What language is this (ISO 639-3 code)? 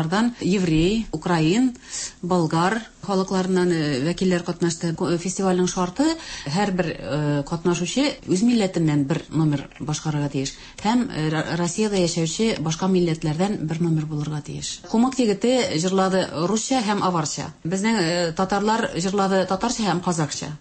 tat